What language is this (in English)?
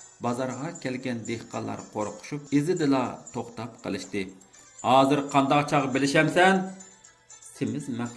Uyghur